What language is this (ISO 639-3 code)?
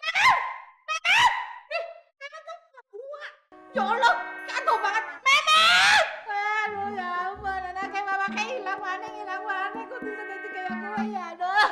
bew